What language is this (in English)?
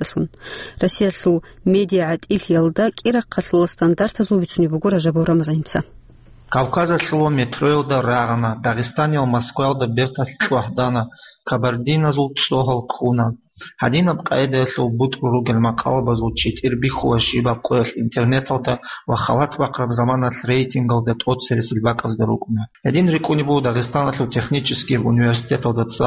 Avaric